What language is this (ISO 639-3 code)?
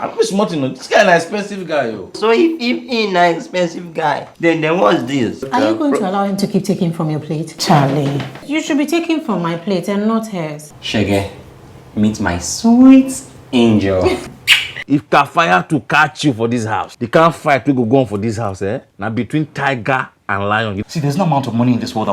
pcm